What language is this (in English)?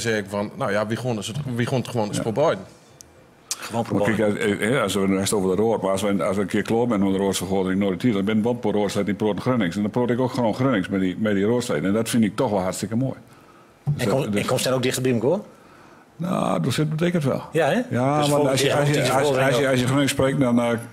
Gronings